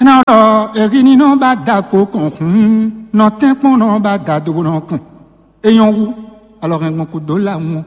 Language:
Fon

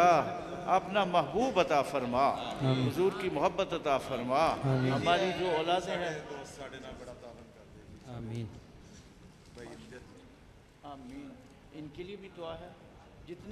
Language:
Urdu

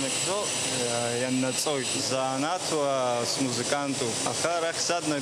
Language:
Abkhazian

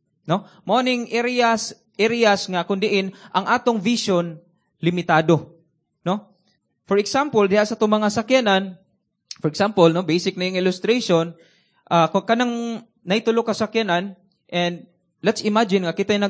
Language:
Cebuano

